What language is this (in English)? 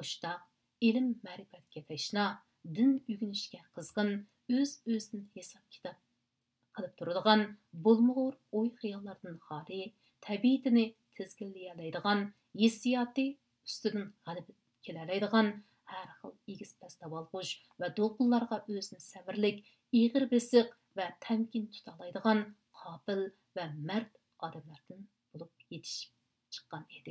Uyghur